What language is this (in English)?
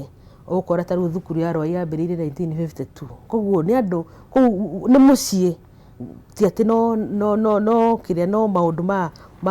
Kikuyu